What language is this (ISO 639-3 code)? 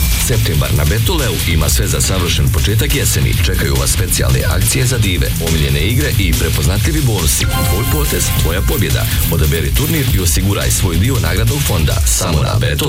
bos